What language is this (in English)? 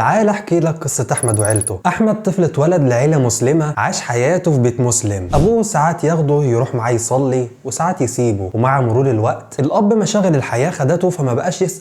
Egyptian Arabic